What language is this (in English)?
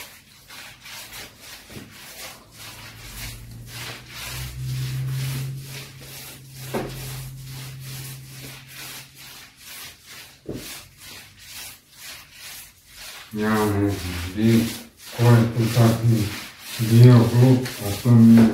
Croatian